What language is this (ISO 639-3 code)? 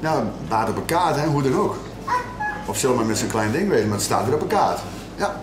fry